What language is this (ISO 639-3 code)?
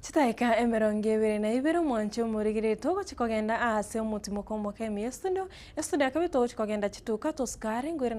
guz